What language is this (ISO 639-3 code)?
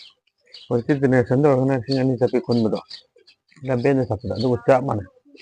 mni